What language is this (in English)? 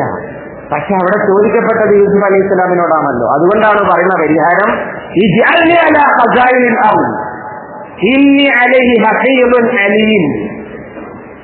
Malayalam